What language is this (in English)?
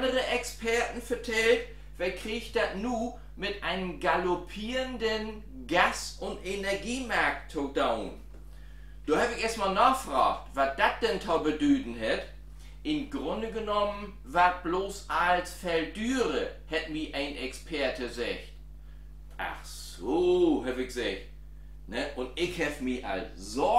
Low German